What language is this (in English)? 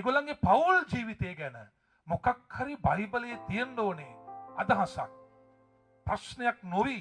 Sinhala